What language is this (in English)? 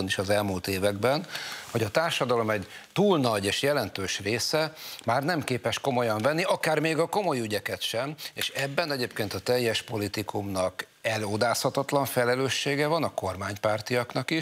Hungarian